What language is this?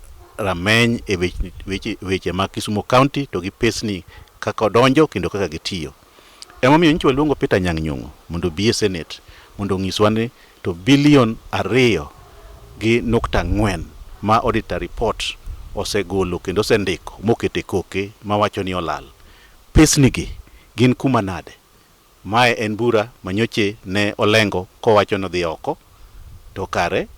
Luo (Kenya and Tanzania)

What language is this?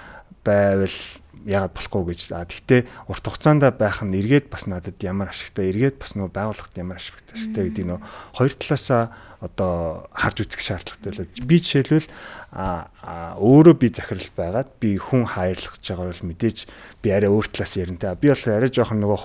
Mongolian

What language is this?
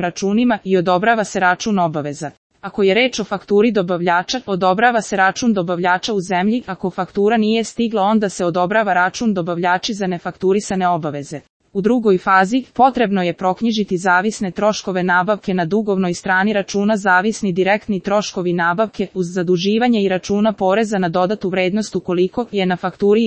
Serbian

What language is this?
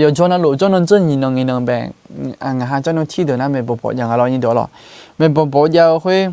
Akha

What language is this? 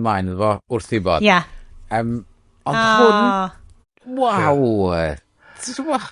Welsh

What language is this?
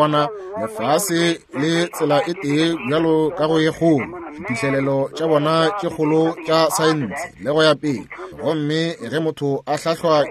Northern Sotho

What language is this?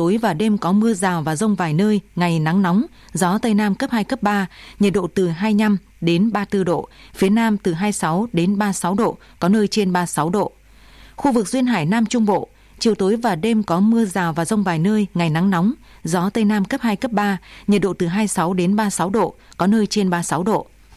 Vietnamese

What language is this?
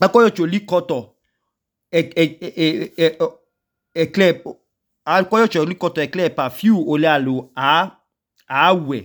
Idoma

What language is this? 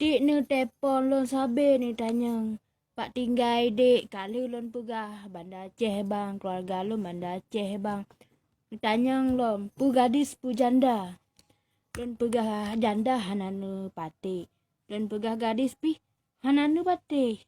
Achinese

